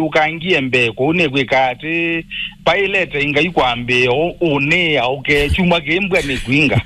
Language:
Kamba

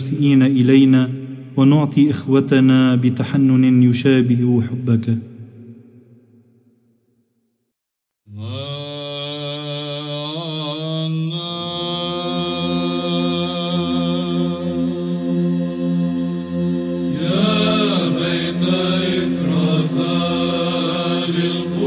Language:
Arabic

